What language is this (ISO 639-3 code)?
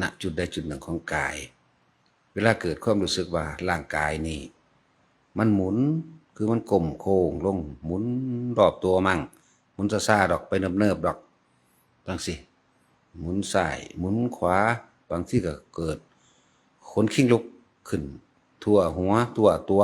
tts